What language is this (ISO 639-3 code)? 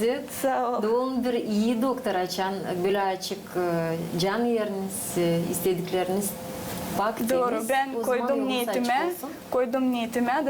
gag